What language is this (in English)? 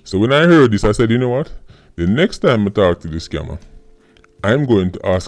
Jamaican Creole English